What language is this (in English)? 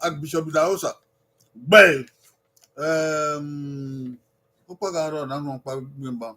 Bini